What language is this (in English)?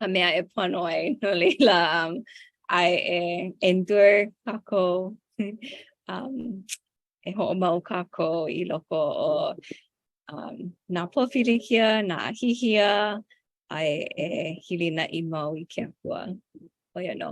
Hawaiian